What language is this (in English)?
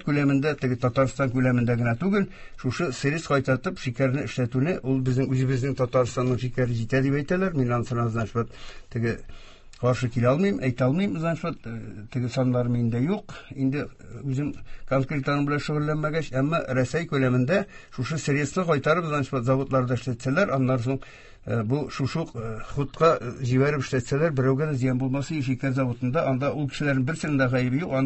Tatar